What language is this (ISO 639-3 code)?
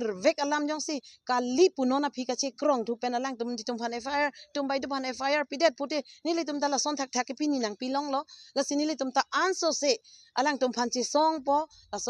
mjw